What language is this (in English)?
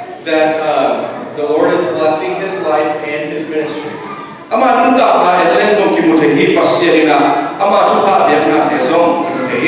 Tedim Chin